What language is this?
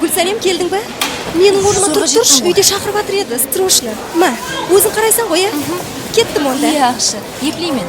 Kara-Kalpak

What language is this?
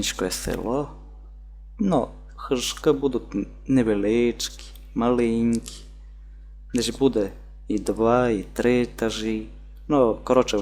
Rusyn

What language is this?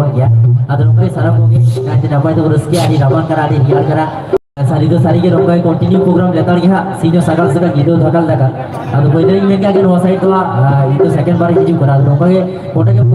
Santali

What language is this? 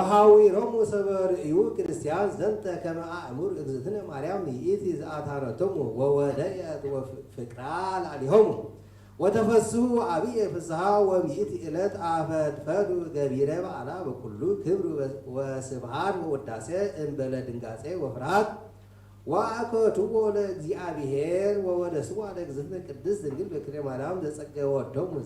Geez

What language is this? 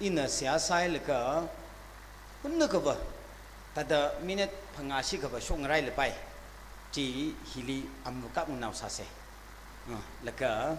Tangkhul Naga (India)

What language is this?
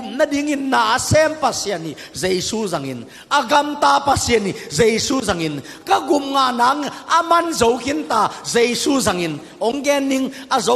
Tedim Chin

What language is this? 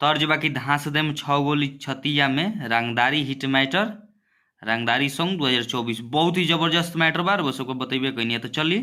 Bhojpuri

